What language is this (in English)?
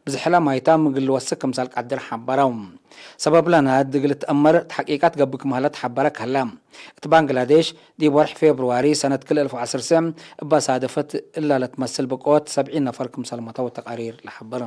Tigre